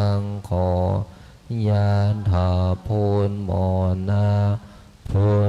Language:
Pali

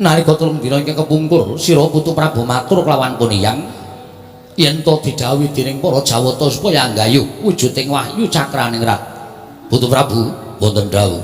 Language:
Javanese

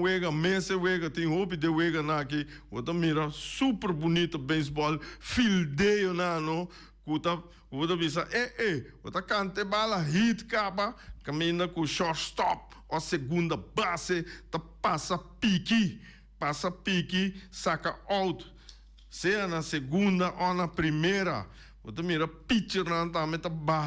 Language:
Papiamento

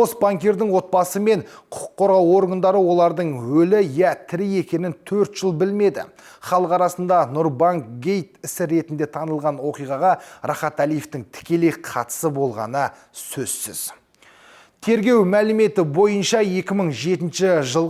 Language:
Kazakh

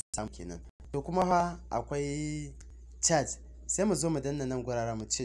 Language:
Hausa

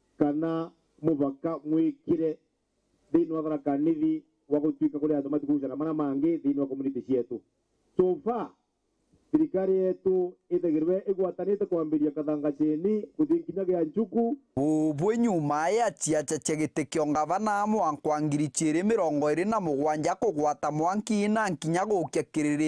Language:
Meru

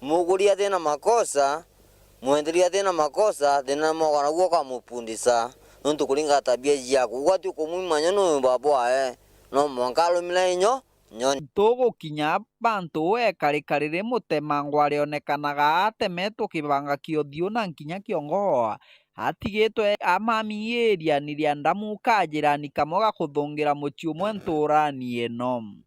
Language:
Meru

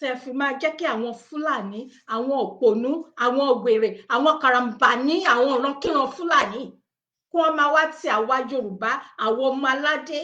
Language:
Yoruba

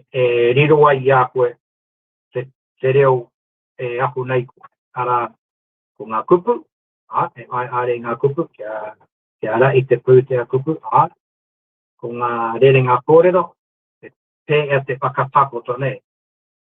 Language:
Māori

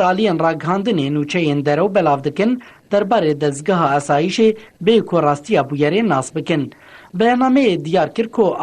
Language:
Kurdish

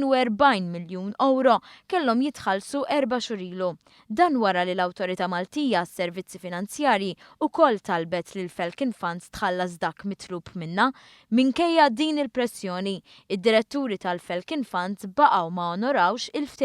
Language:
Maltese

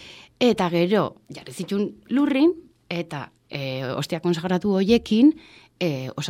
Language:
Basque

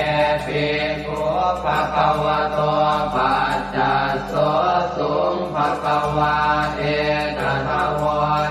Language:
Pali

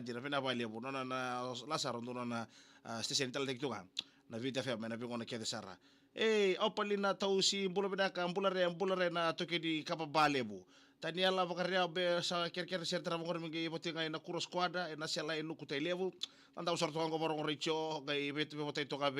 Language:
Fijian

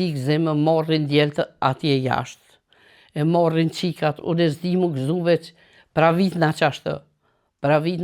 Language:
Albanian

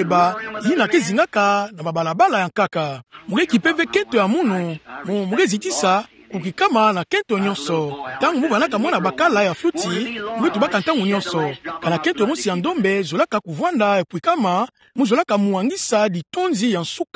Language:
Kituba (Democratic Republic of Congo)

